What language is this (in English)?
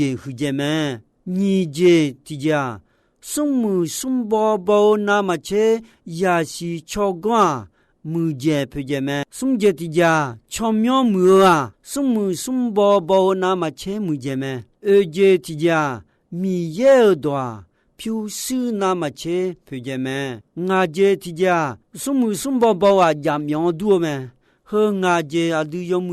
Akha